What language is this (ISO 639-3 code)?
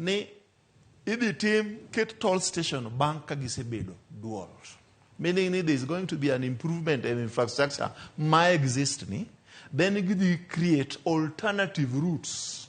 luo